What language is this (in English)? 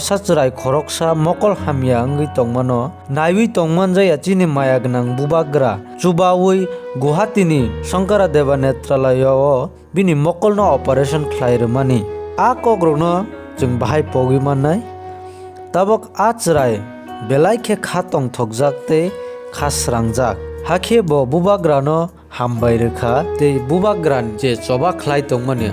Kok Borok